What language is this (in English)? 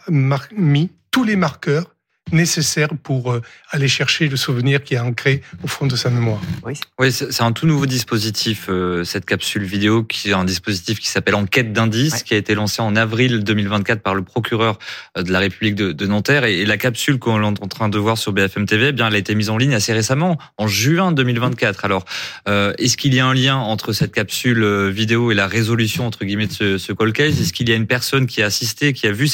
French